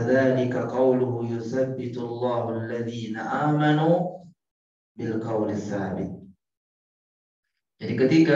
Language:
Indonesian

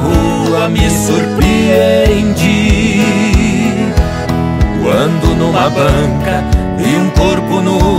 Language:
Portuguese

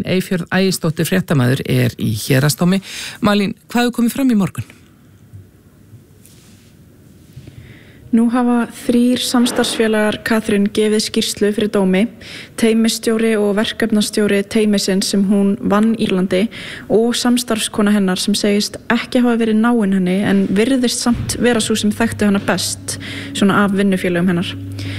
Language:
Icelandic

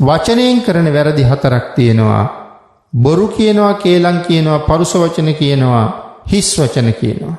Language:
Sinhala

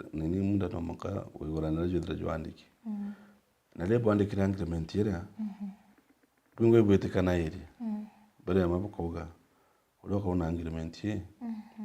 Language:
Meru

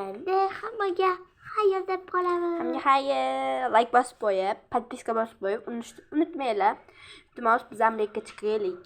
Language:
Uzbek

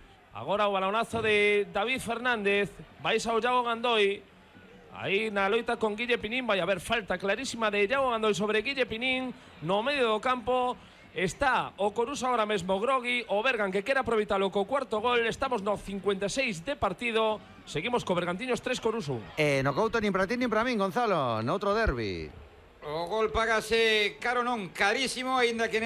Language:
Galician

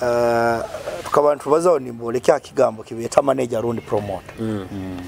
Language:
Nyoro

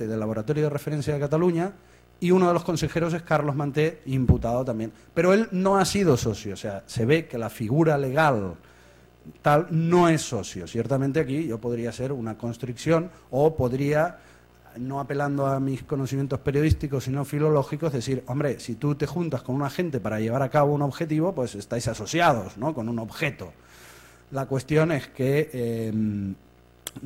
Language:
Spanish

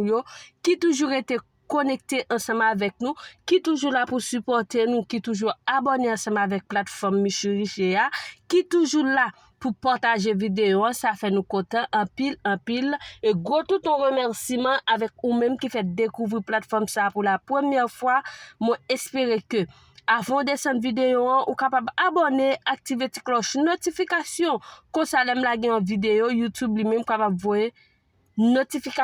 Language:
Haitian Creole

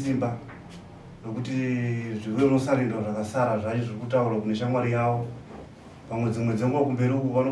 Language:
Shona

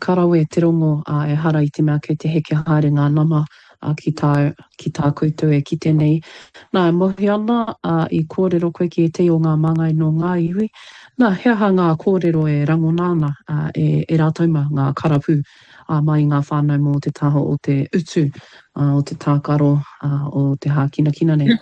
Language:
Māori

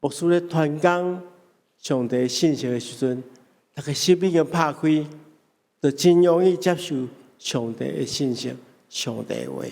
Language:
Min Nan Chinese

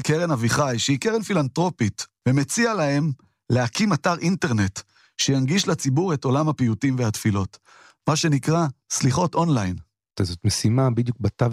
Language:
Hebrew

